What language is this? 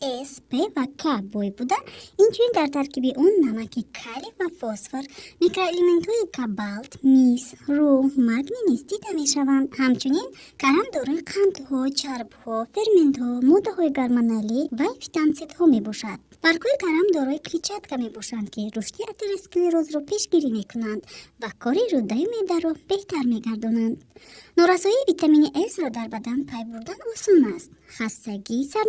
Tajik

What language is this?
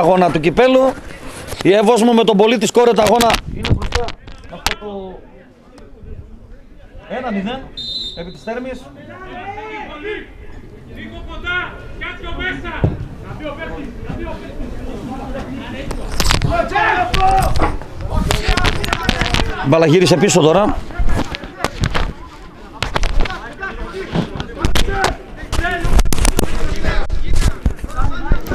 Greek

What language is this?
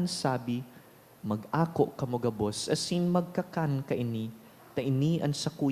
Bikol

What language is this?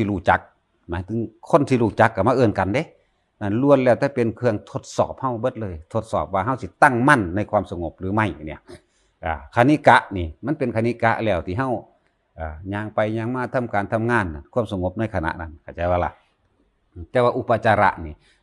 Northeastern Thai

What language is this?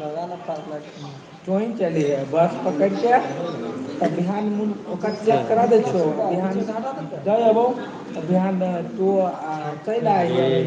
Maithili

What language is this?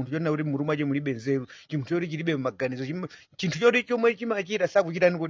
Nyanja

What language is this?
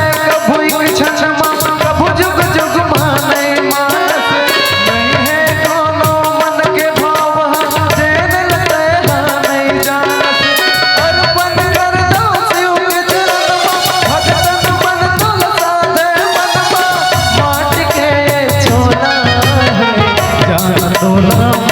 Chhattisgarhi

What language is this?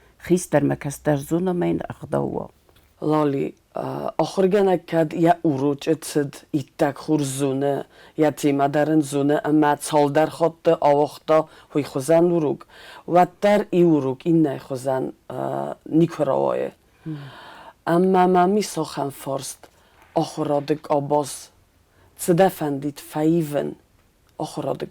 Ossetic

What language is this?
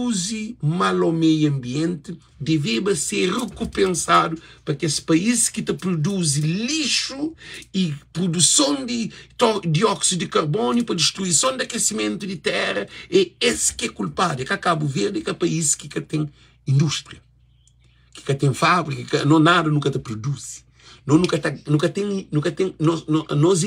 Kabuverdianu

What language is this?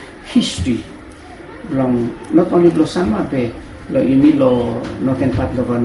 Bislama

